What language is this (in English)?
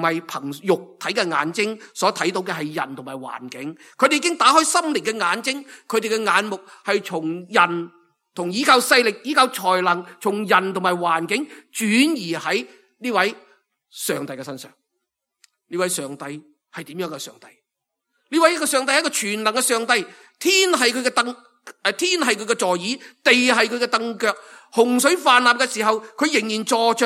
Cantonese